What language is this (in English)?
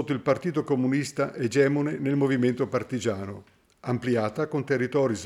Italian